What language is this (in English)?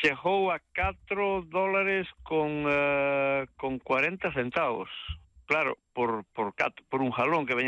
Galician